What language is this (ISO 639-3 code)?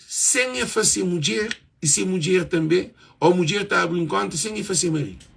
kea